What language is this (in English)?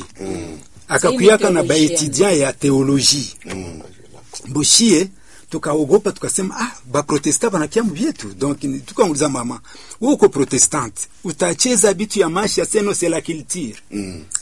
Swahili